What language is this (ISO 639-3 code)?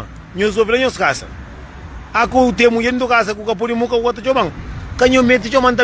kea